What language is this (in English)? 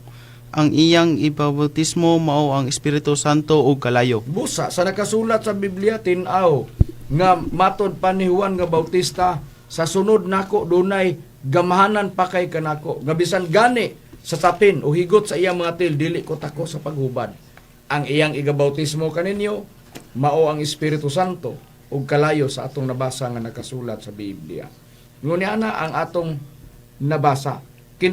Cebuano